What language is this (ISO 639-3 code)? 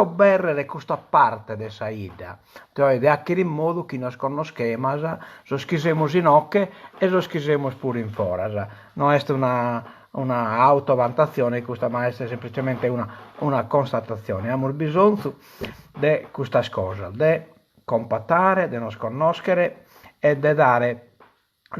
srd